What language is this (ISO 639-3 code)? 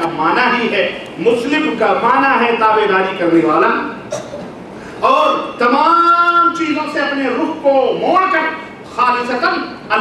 urd